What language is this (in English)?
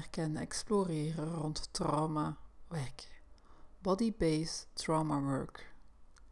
Dutch